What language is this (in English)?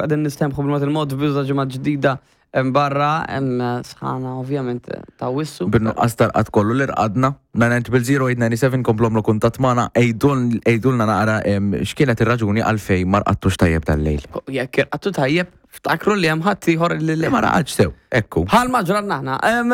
Maltese